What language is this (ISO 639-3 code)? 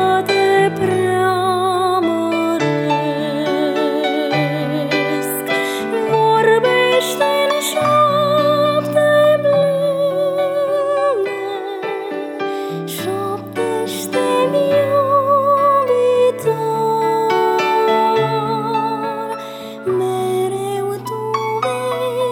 ron